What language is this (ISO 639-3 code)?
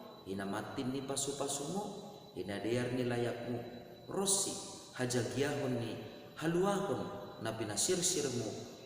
bts